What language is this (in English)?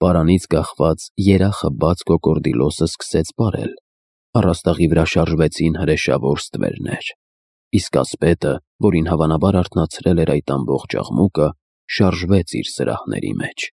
Armenian